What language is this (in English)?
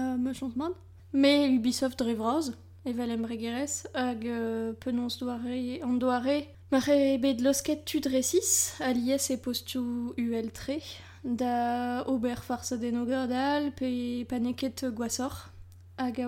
Breton